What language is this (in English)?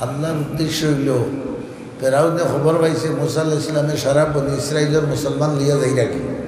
Sylheti